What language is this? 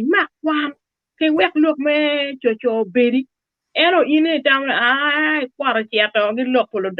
Acoli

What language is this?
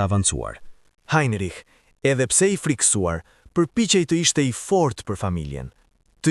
Albanian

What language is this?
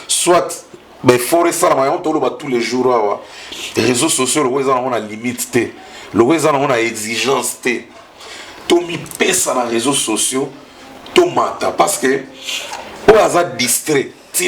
Lingala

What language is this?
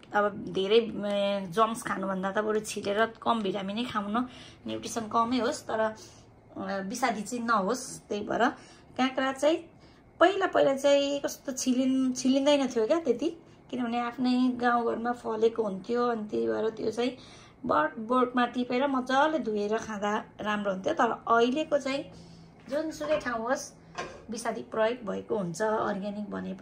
Nepali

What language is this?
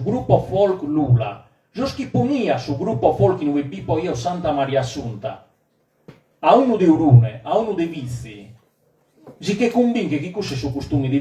Sardinian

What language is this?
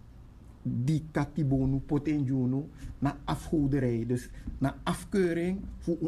Sranan Tongo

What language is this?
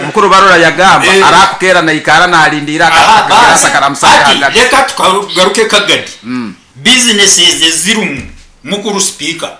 Nyankole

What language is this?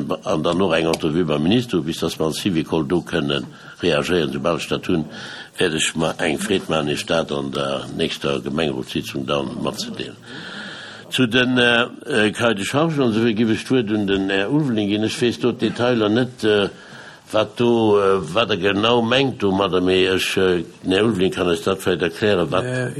Luxembourgish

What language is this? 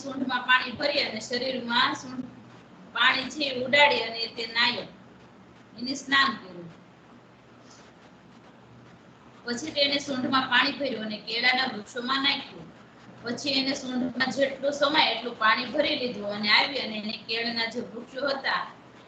Gujarati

